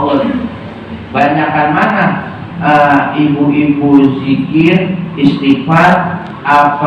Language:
Betawi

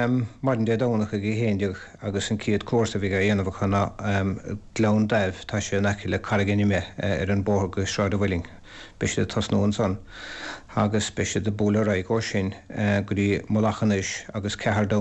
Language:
Irish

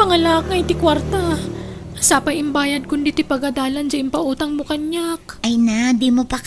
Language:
Iloko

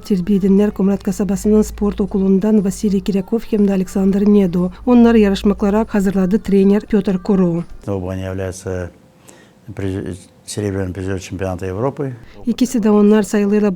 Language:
Gagauz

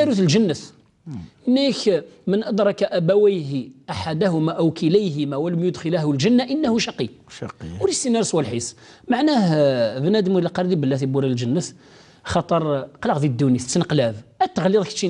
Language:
Kabyle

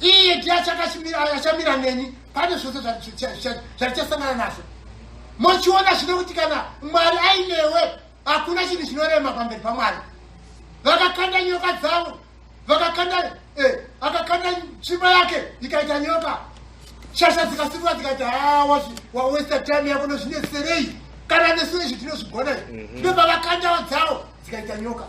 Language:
Shona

